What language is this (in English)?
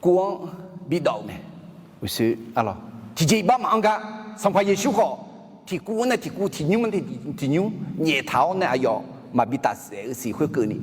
Akha